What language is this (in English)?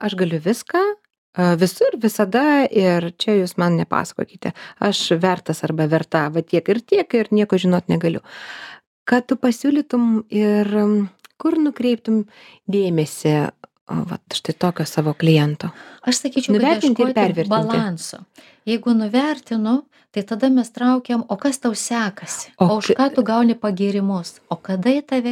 Lithuanian